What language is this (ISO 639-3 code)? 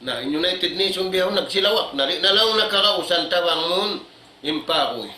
tsg